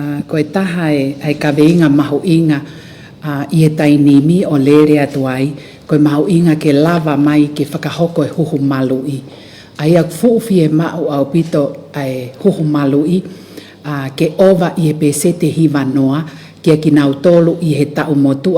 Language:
Tongan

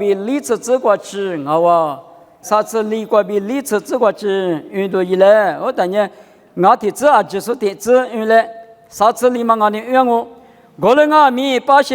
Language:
Lisu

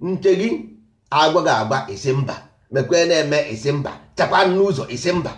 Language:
Igbo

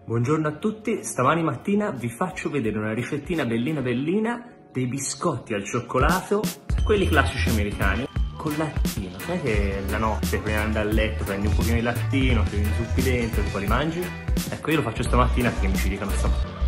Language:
Italian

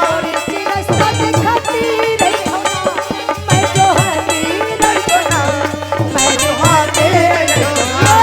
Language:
Chhattisgarhi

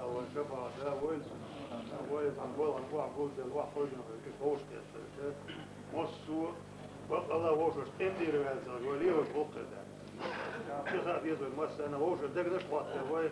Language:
Chechen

